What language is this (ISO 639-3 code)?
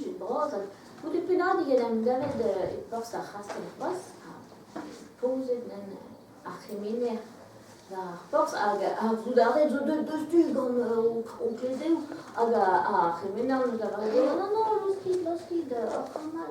bre